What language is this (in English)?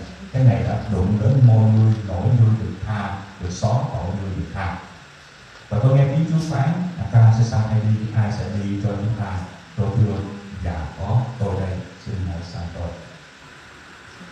Vietnamese